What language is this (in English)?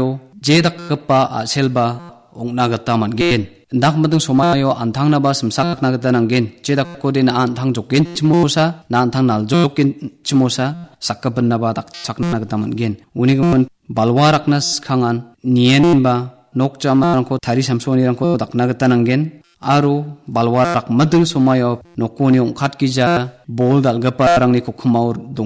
Garo